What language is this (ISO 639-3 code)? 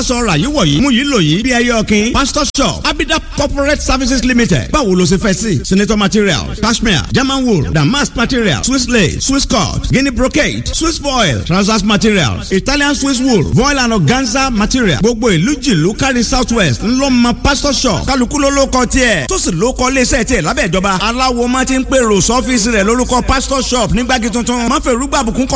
yor